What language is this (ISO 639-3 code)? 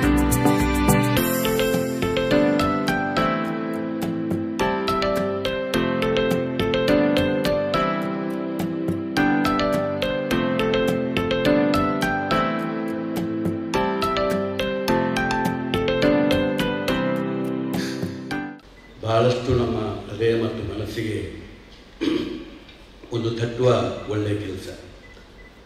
kan